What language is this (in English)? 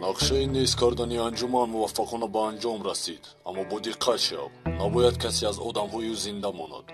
Tajik